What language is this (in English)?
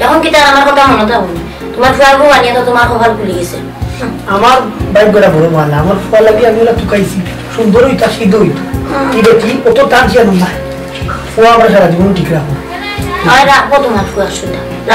Sylheti